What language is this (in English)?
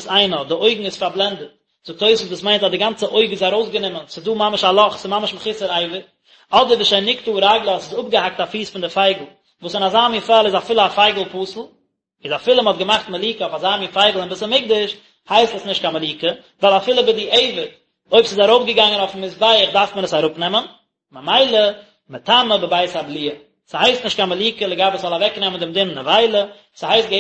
Yiddish